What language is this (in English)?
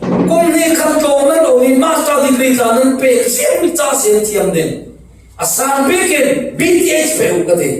Falam Chin